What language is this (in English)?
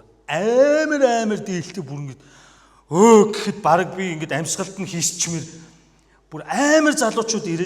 Mongolian